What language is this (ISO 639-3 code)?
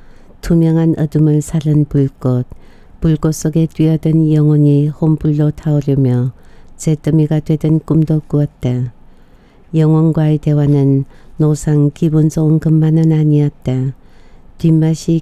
kor